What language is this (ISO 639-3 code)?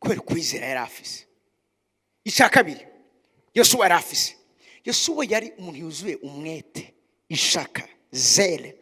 run